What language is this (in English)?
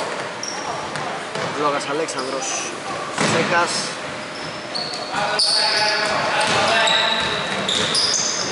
Greek